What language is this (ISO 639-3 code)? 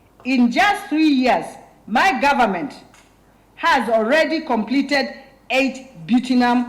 kam